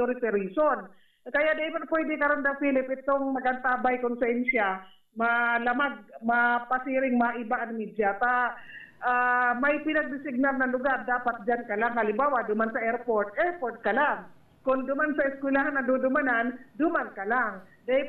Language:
Bikol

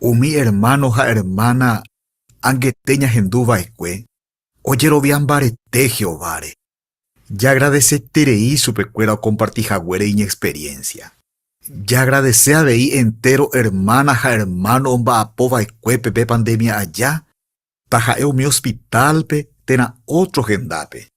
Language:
Guarani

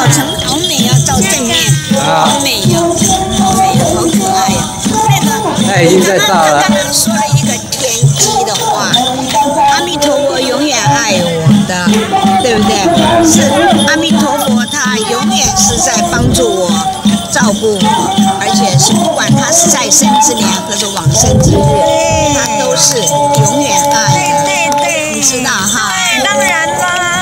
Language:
Chinese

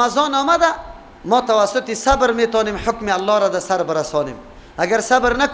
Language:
Persian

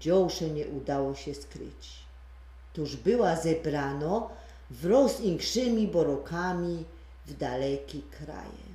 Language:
Silesian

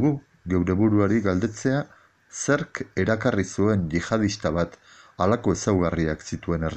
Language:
Basque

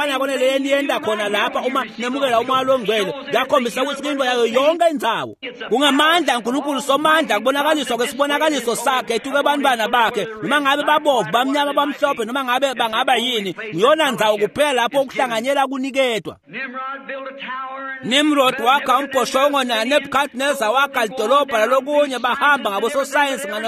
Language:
Swati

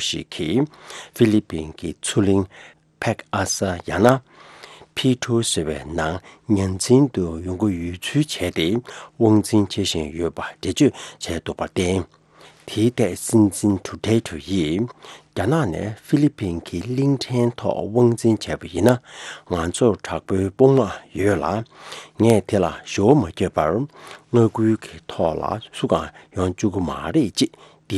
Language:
Tibetan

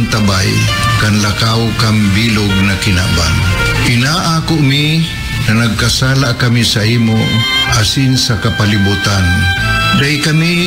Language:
Bikol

